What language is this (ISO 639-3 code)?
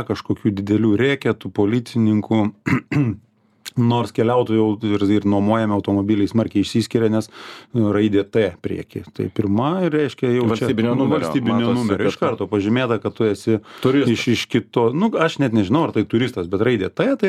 lit